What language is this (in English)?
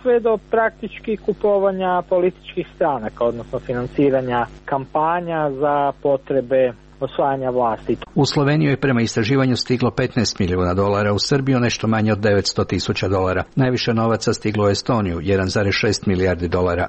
Croatian